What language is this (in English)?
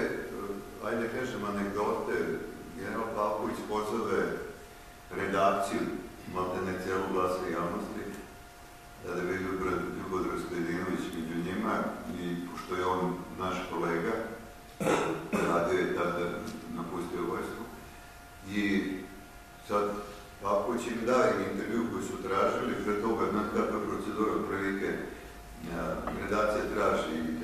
Serbian